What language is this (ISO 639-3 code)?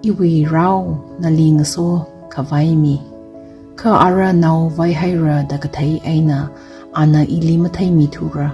nmf